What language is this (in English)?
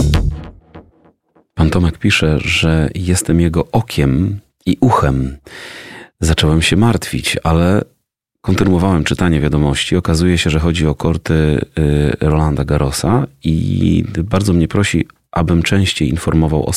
Polish